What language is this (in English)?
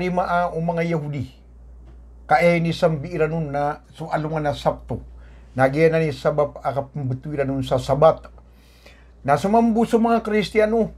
Maranao